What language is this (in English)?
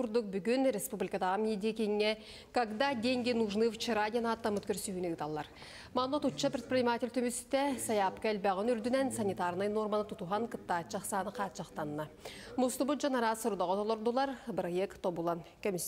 Yakut